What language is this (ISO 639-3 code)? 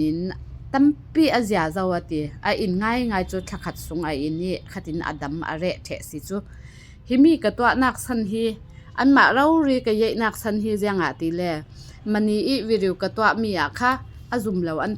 cfm